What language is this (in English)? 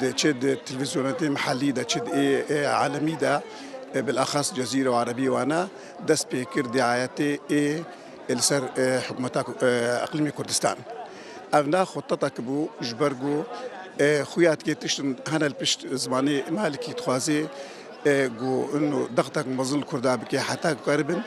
Kurdish